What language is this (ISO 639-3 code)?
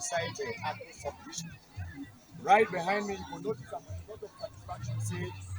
wes